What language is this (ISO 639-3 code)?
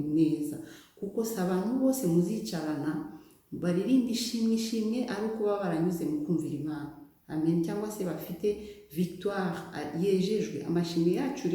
kin